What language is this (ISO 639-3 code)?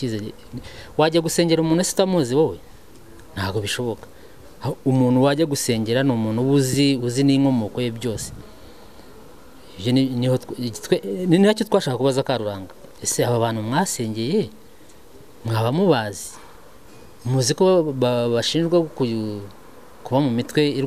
kin